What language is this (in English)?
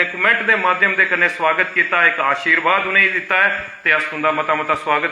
Dogri